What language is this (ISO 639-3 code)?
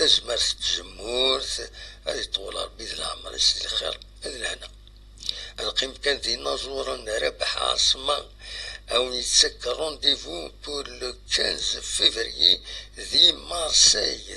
kab